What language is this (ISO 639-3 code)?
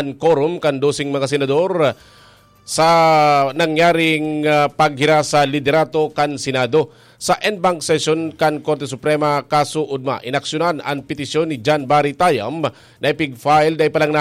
bik